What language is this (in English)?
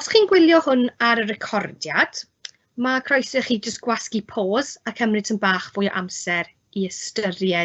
Welsh